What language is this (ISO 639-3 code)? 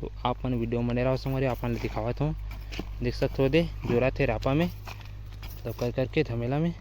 hne